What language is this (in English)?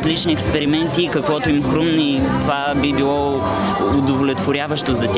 Bulgarian